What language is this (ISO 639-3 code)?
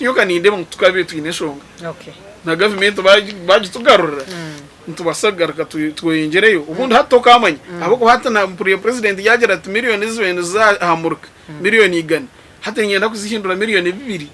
nyn